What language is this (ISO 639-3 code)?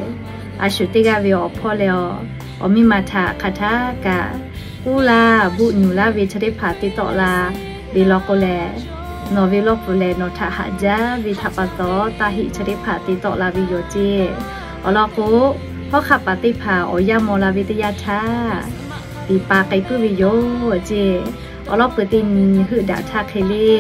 lhu